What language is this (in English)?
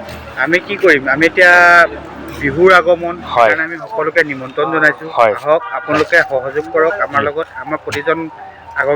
Assamese